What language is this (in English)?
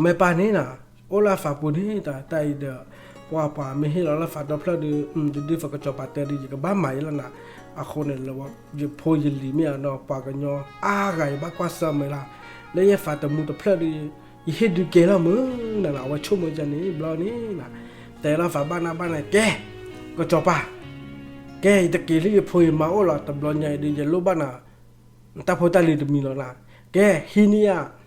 S'gaw Karen